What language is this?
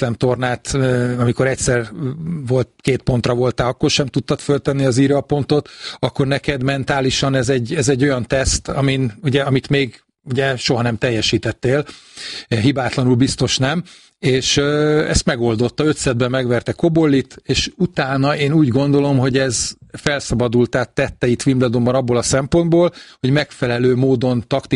Hungarian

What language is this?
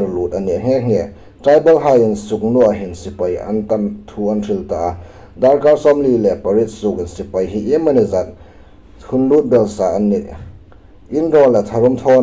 Hmar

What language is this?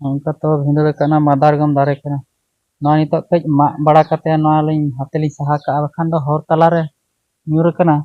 Santali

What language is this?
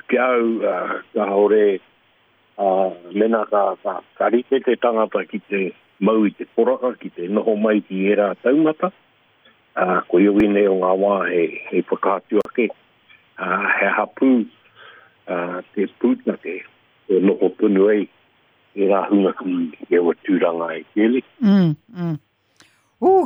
Māori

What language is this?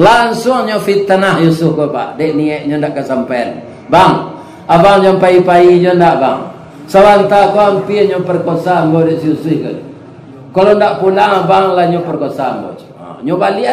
Minangkabau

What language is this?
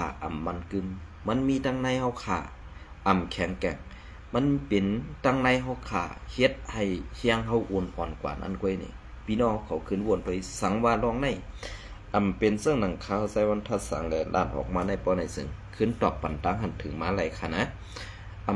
Shan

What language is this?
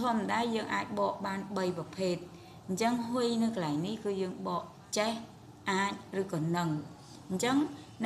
Khmer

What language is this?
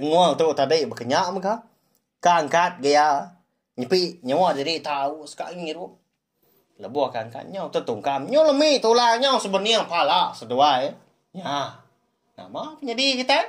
Iban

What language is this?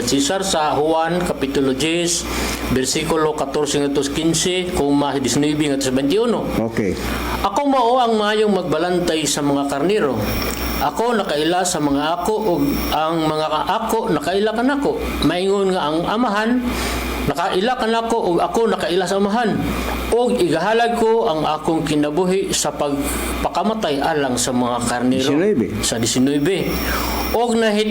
Cebuano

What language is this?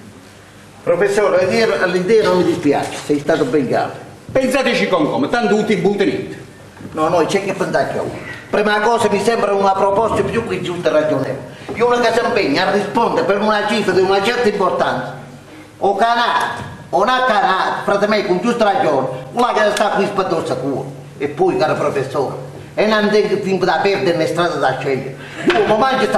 Italian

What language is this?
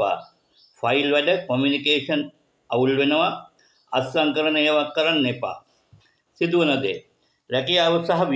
Sinhala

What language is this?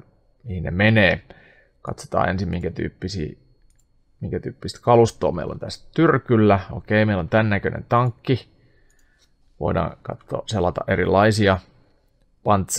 Finnish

